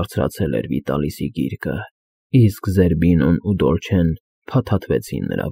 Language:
Armenian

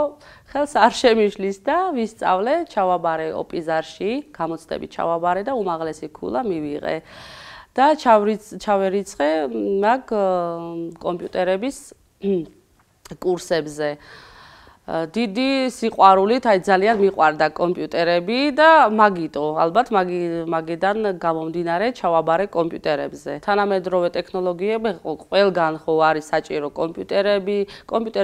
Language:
Georgian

